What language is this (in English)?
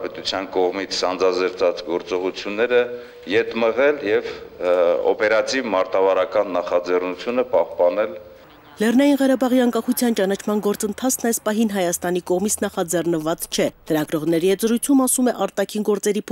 Armenian